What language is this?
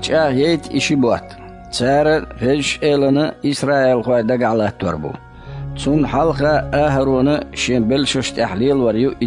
Chechen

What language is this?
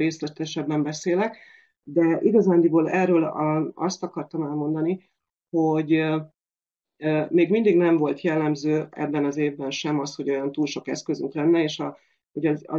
Hungarian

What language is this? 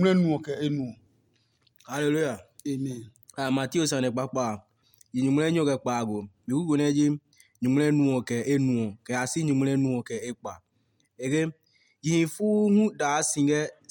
Adangme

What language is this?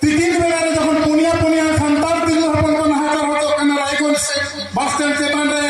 Santali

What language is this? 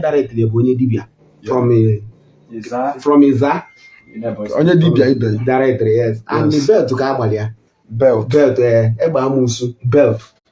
Igbo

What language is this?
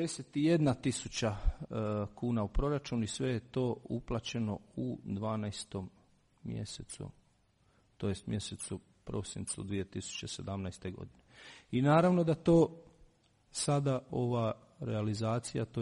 Croatian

